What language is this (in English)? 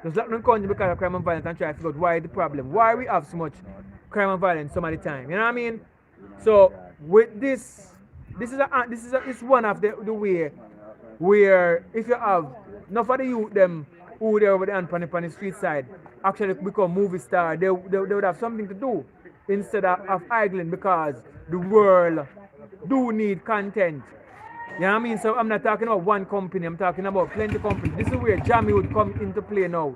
Jamaican Creole English